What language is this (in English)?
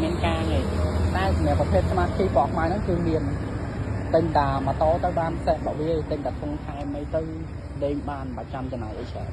Khmer